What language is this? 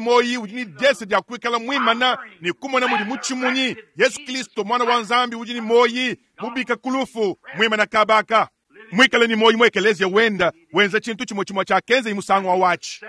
Luba-Lulua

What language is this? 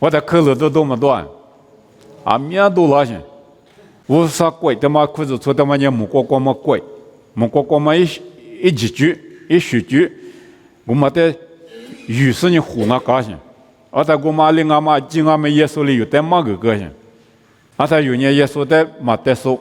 Lisu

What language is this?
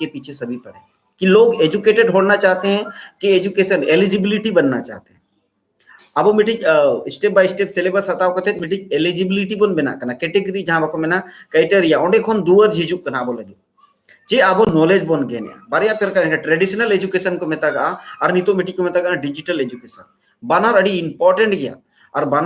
Santali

